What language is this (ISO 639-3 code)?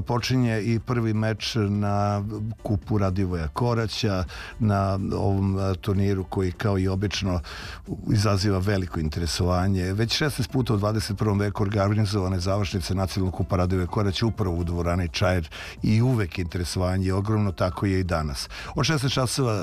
srp